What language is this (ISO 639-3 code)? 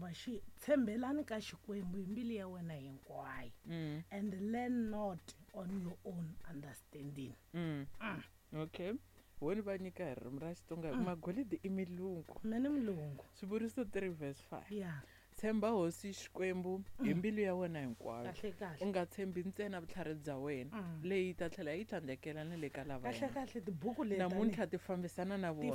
tso